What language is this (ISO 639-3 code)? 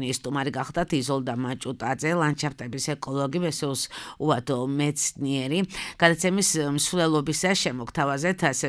kat